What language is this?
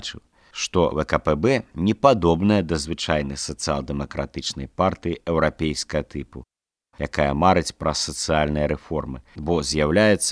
Belarusian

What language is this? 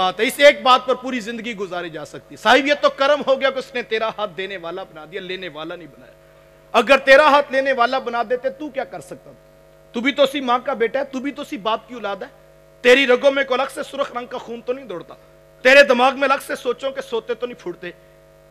Urdu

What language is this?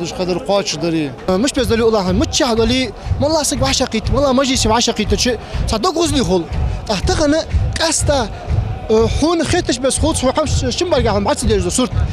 Ingush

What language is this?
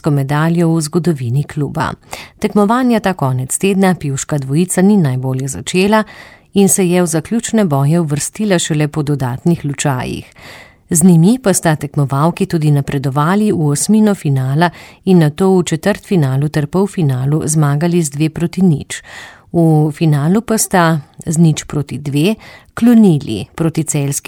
Slovenian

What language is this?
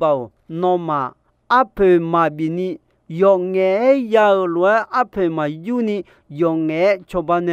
Akha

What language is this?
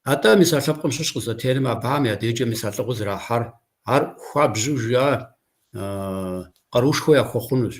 Kabardian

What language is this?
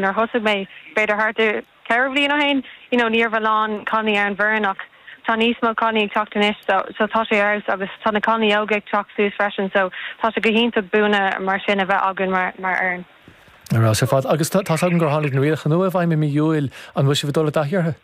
Irish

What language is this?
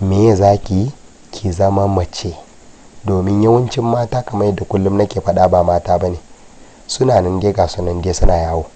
Hausa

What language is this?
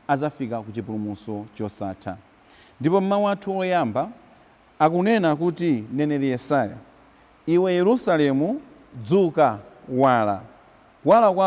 Nyanja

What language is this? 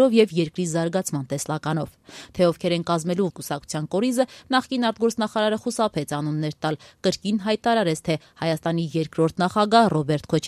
Armenian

